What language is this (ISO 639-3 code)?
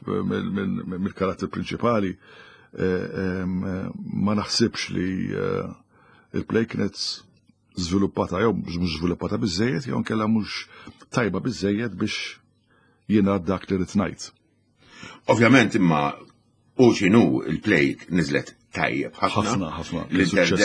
mlt